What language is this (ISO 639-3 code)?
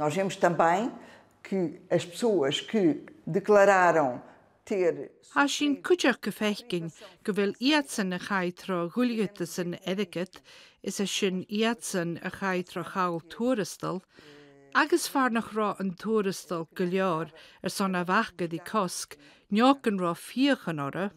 gla